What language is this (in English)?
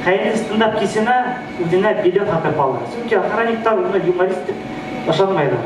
Bashkir